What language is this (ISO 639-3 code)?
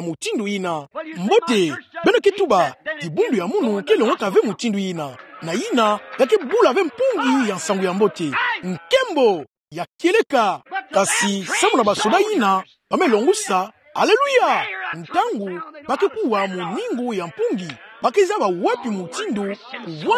ktu